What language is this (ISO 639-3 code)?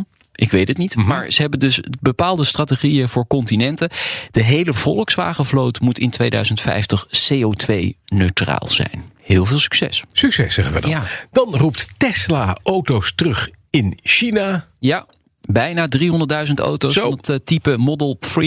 nld